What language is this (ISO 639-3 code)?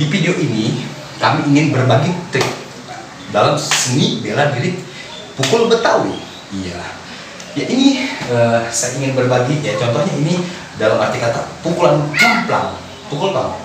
bew